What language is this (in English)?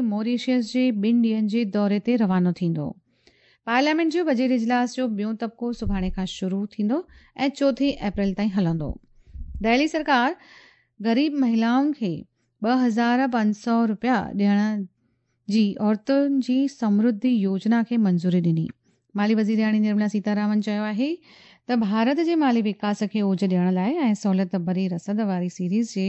Sindhi